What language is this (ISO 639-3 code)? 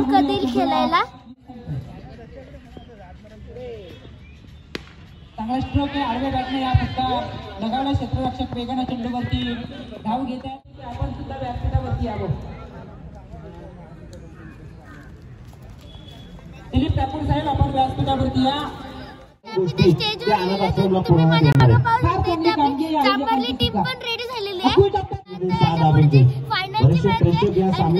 mar